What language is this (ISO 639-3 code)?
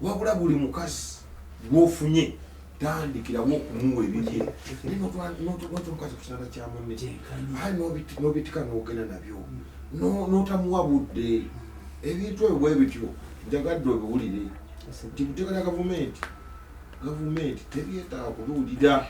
lug